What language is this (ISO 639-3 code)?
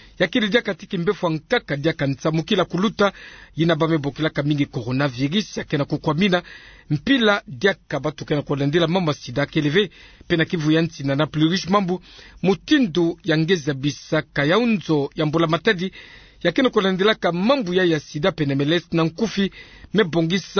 ktu